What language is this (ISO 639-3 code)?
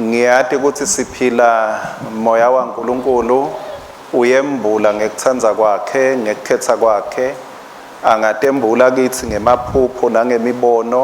ssw